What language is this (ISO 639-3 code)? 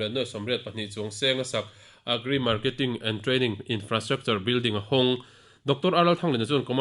lus